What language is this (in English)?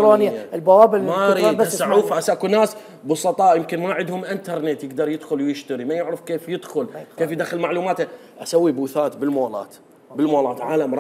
Mesopotamian Arabic